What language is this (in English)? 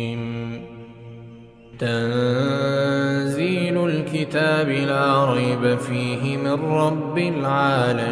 Arabic